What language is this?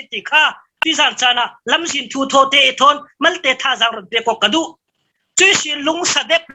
Falam Chin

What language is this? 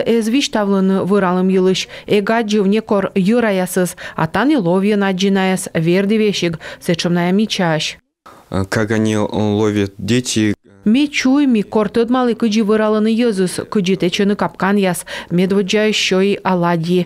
Komi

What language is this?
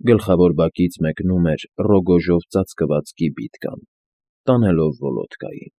Armenian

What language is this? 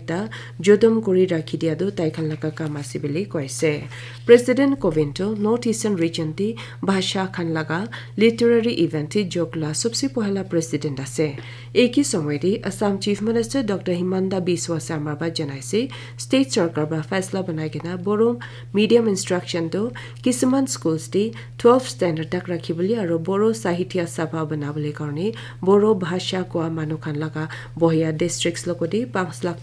Naga Pidgin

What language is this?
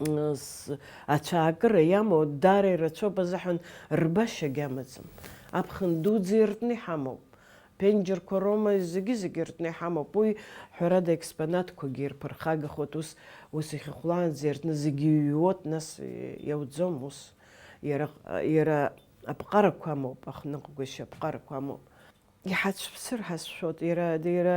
Abkhazian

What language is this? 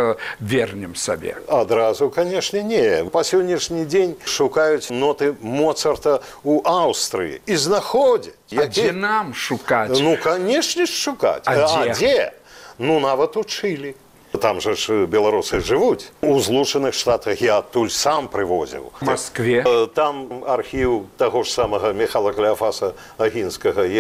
Belarusian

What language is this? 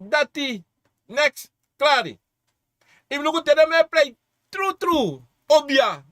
Sranan Tongo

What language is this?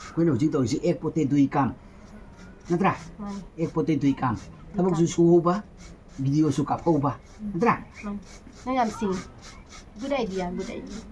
Manipuri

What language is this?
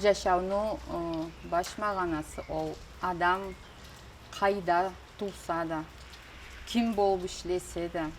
Karachay-Balkar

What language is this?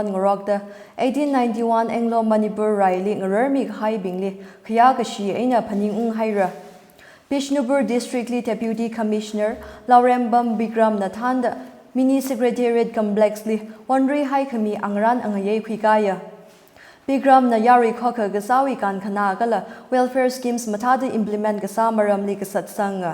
Tangkhul Naga (India)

